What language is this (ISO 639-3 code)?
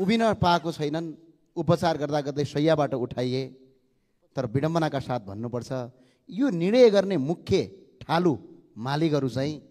nep